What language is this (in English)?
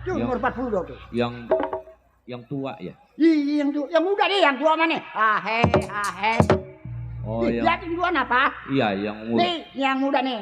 Betawi